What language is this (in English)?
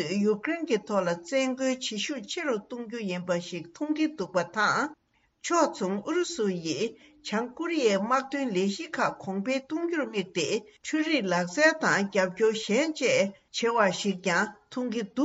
Tibetan